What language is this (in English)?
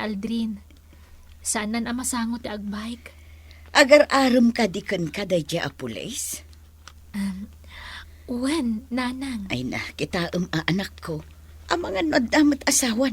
Iloko